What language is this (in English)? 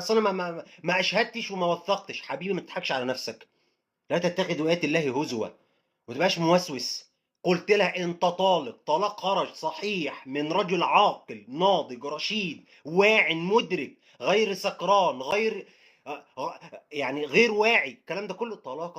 Egyptian Arabic